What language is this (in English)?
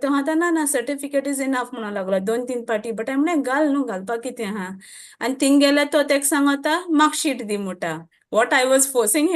Konkani